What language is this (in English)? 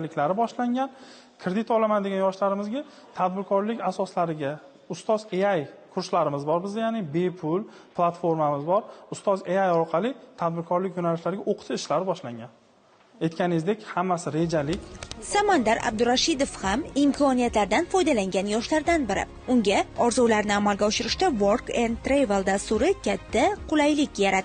Uzbek